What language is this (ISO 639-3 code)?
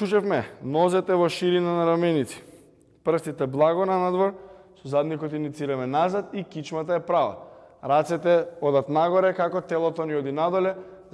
mkd